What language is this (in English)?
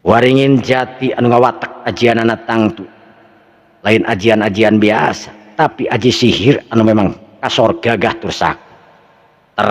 Sundanese